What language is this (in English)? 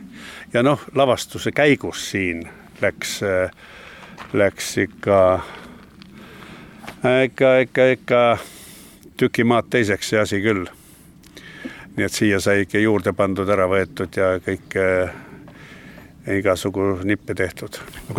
Estonian